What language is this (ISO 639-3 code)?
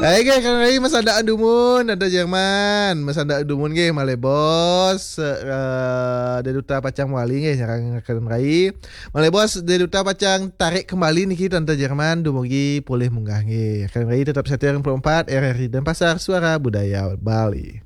ban